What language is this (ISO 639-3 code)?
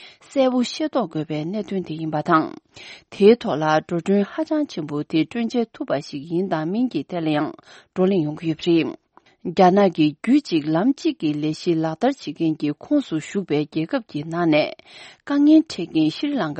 bod